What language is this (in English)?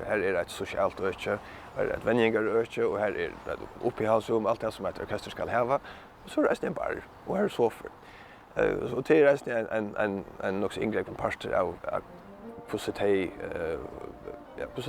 Faroese